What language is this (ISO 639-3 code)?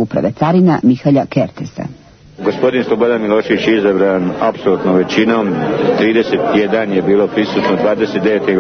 srp